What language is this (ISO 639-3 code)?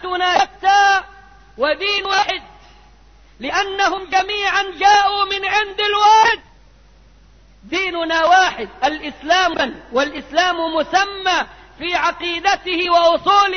ara